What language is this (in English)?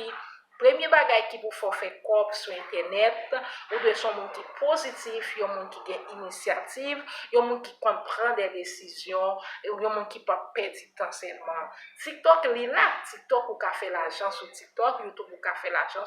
Haitian Creole